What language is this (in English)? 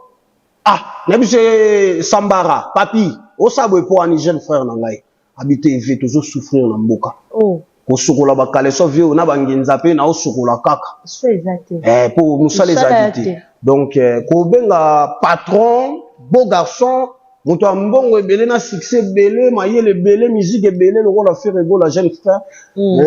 Lingala